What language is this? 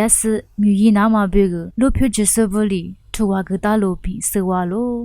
Lisu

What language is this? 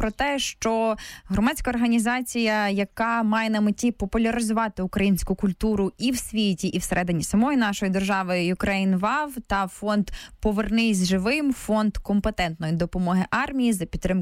Ukrainian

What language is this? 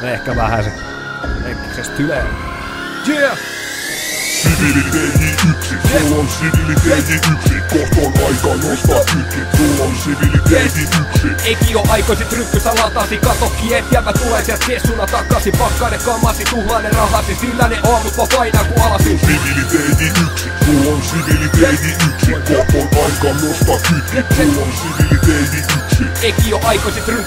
Finnish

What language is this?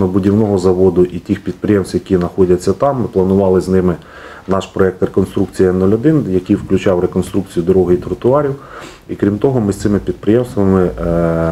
Ukrainian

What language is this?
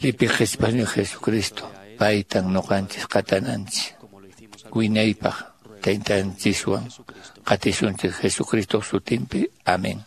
Quechua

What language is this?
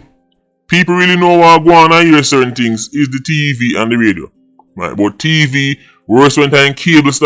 Jamaican Creole English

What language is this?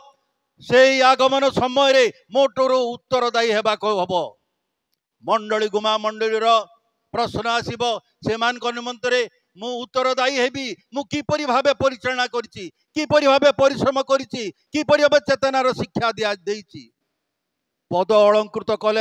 Odia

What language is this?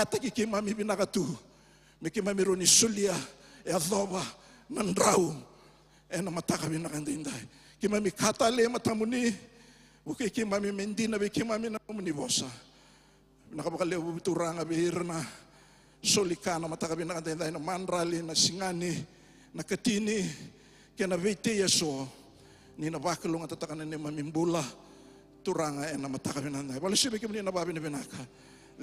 Fijian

